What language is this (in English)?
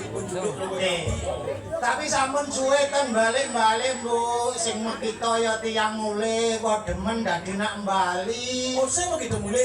Balinese